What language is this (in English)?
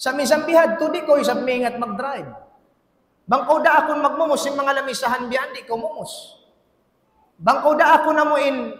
Tausug